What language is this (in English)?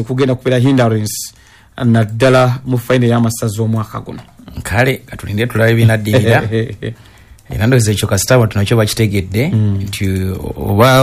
Ganda